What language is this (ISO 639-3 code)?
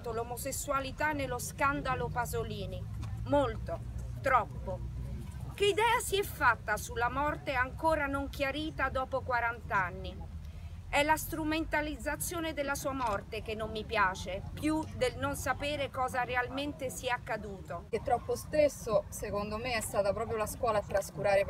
ita